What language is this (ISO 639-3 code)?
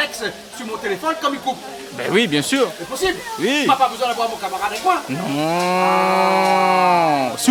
rcf